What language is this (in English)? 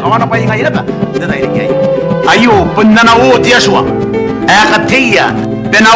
Gilbertese